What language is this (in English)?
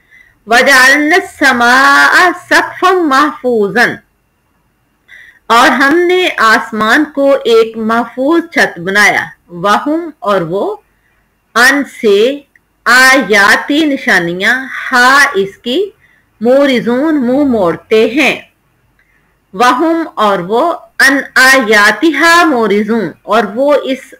Urdu